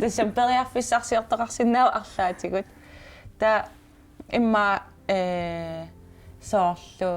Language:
Kalaallisut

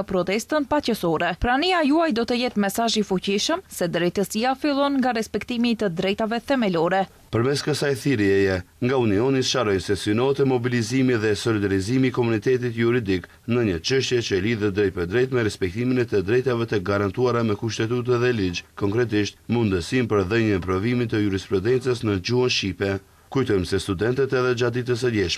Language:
Albanian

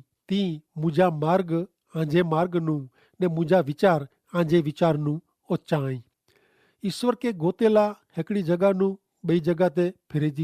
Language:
Kachhi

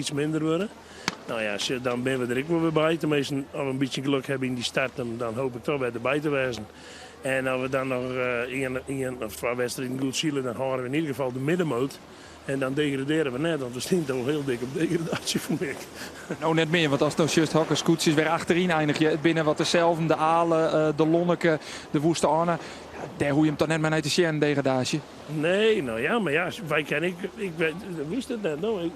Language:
Western Frisian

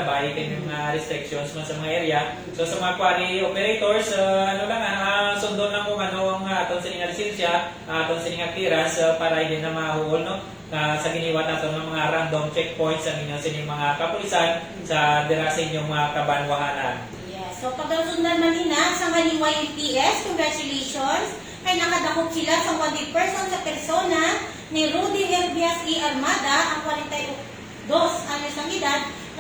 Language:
Hiligaynon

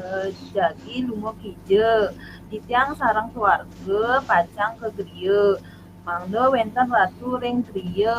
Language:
Balinese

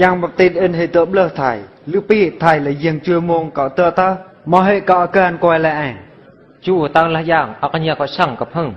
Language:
Eastern Bru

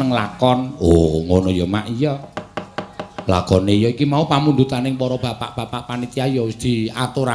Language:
Javanese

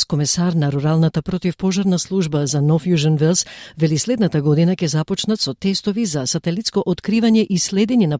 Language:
Macedonian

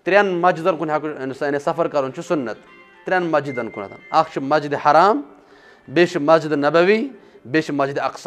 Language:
Kashmiri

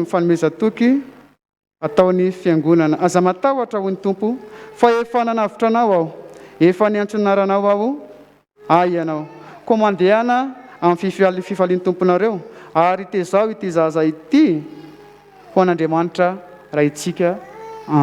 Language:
Malagasy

